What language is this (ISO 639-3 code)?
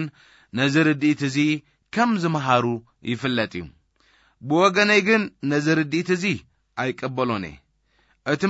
tir